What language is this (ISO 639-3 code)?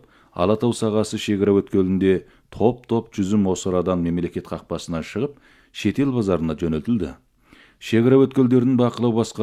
kaz